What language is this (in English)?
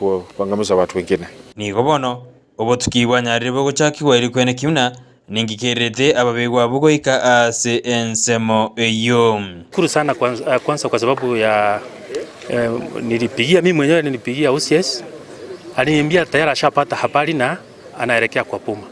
Gusii